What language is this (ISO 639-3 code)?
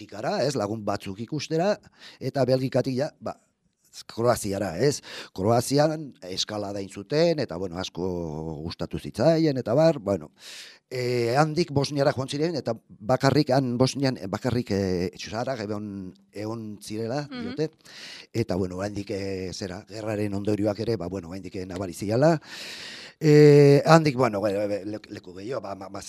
eus